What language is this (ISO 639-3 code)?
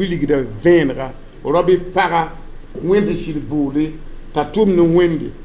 mos